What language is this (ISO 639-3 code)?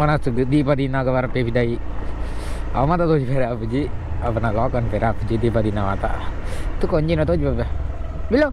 tcy